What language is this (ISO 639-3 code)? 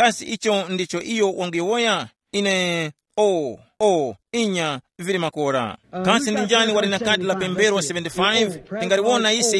tum